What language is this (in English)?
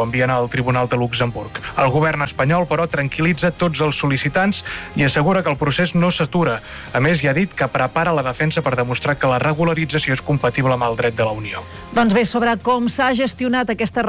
Catalan